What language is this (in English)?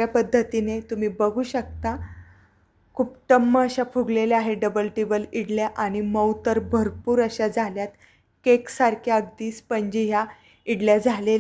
Marathi